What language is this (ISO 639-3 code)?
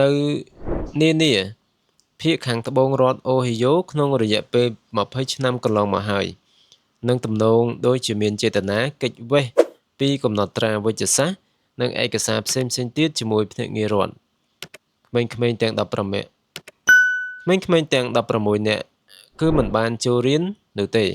khm